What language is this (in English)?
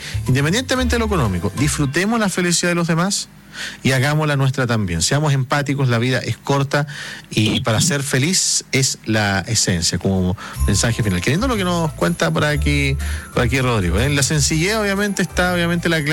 Spanish